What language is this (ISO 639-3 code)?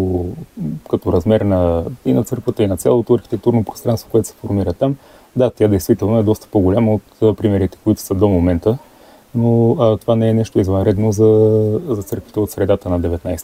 bul